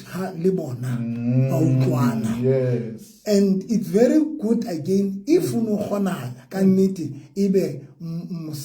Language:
Southern Sotho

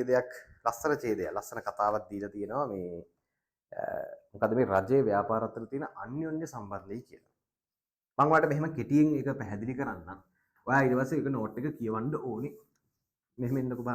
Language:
Sinhala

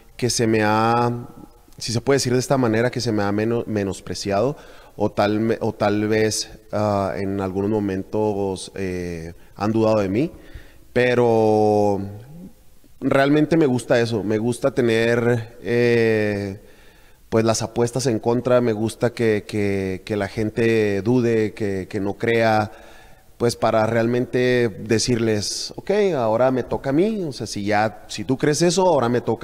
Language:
Spanish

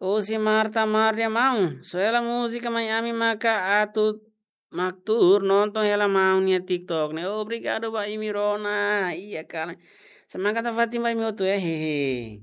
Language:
Tetum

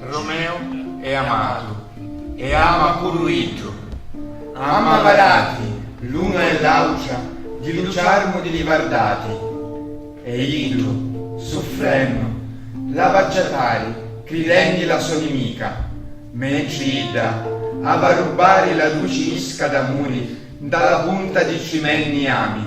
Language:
Sicilian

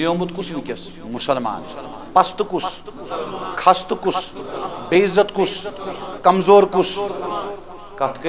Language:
Kashmiri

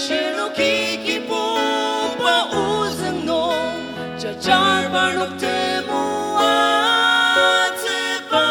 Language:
Ao Naga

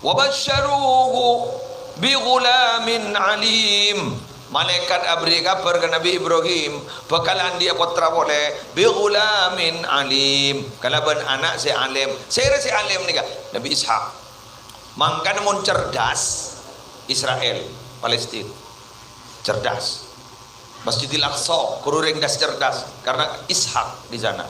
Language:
Madurese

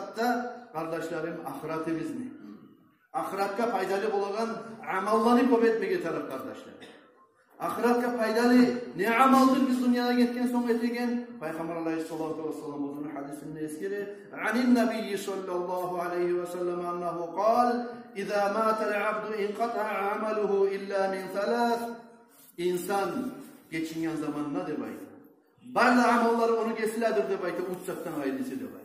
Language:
Kumyk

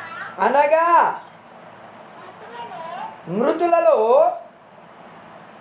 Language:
Telugu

